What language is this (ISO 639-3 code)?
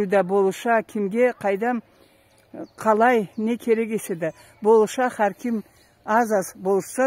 krc